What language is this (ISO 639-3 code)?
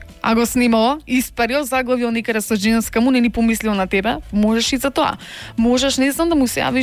mkd